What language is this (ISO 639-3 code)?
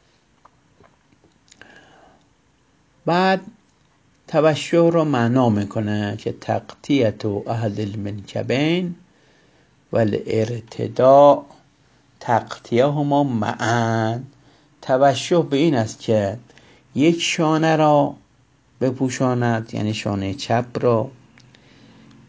fas